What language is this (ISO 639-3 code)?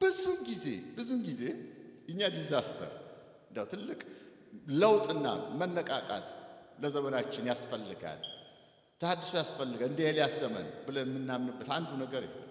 amh